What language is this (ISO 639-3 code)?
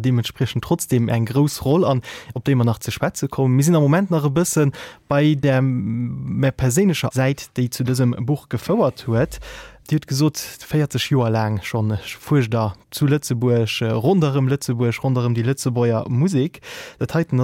ltz